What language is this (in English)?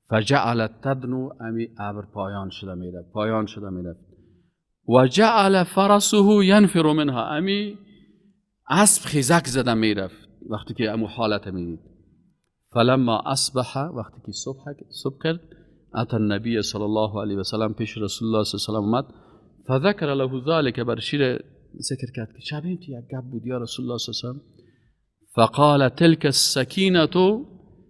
Persian